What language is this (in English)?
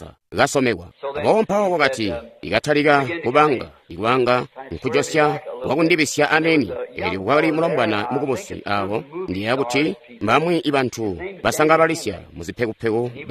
Tonga (Zambia)